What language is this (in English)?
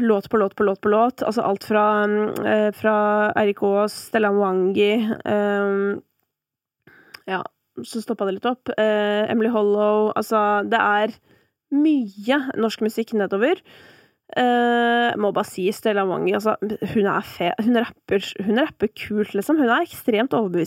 Norwegian